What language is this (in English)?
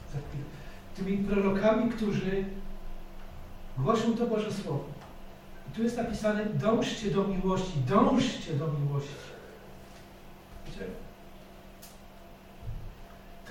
Polish